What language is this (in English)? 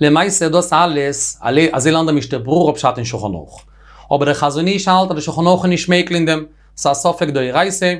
Yiddish